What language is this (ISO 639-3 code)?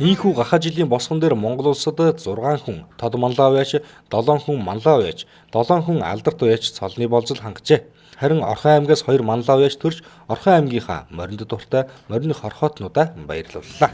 mon